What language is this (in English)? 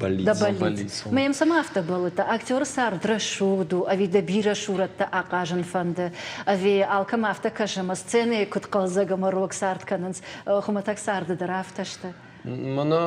Ossetic